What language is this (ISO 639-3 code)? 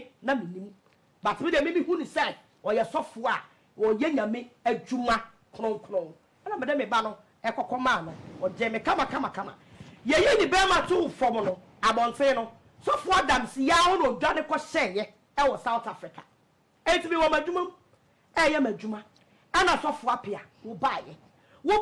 aka